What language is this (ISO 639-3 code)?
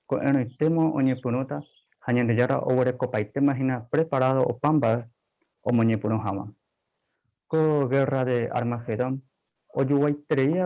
grn